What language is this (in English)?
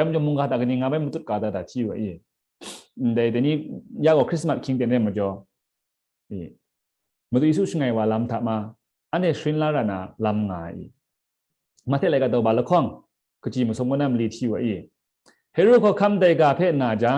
Kachin